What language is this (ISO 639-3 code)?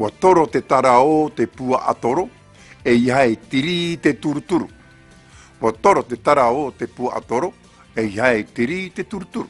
tah